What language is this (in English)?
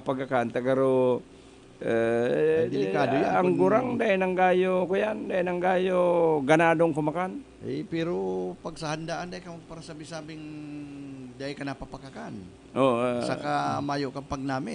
Bikol